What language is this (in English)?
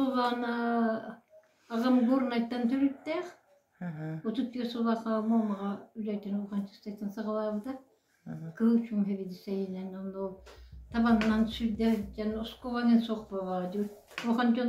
Yakut